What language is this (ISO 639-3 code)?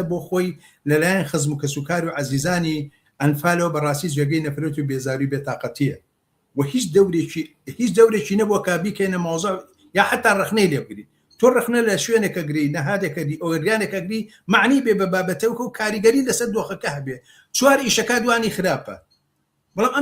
ckb